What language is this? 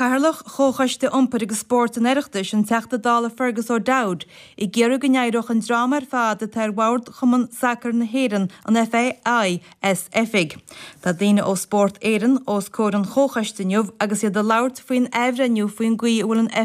Irish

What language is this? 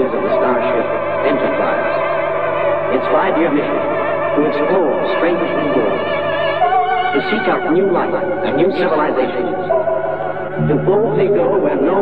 English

